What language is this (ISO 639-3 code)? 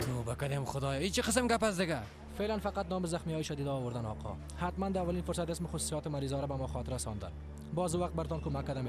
fas